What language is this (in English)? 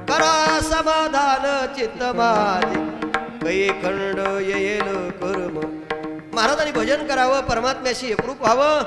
Marathi